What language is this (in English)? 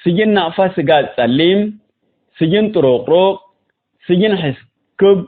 Tigre